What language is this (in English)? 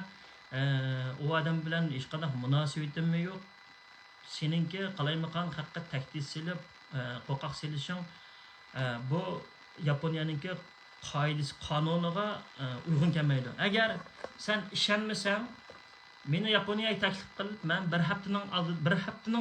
Uyghur